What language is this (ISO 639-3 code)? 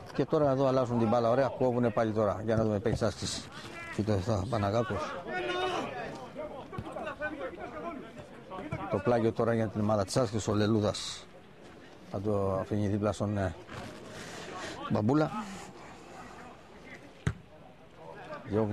ell